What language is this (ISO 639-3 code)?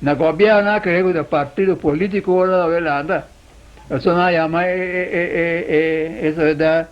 pap